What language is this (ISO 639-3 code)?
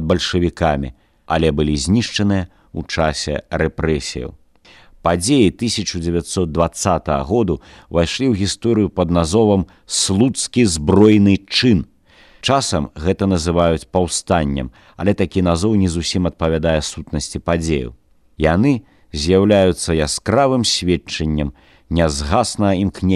bel